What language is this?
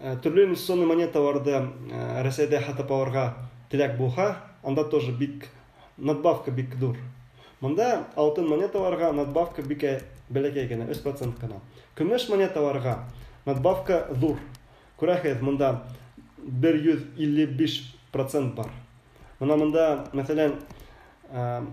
Bashkir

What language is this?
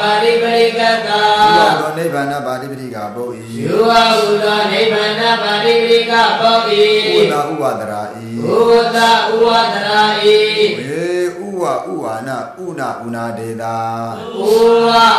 Burmese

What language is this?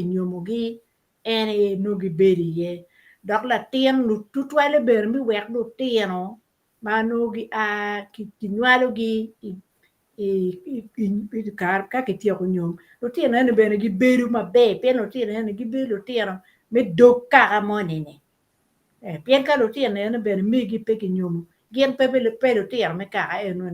Acoli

